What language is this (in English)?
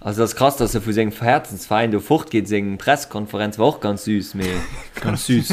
Luxembourgish